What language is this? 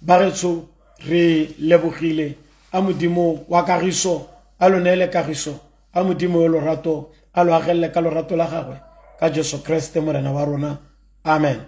Tswana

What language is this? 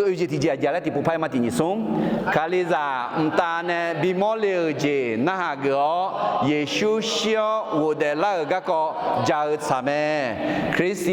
Akha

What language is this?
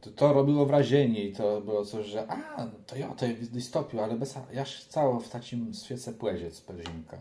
Kashubian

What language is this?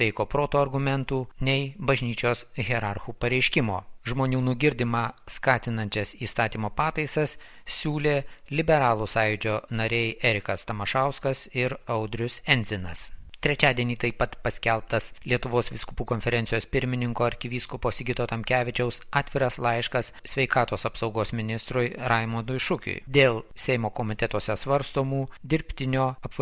Lithuanian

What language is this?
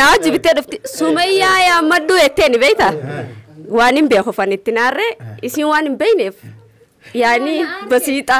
Oromo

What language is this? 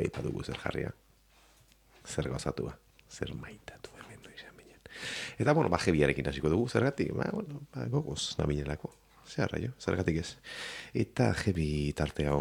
Basque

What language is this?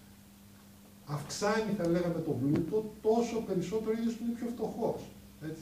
Greek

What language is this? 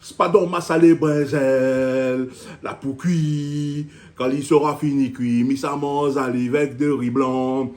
Réunion Creole French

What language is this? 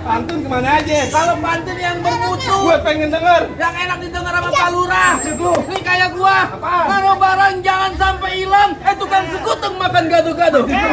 Betawi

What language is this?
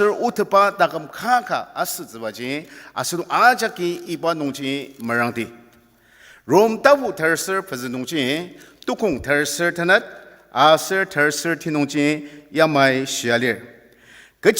Ao Naga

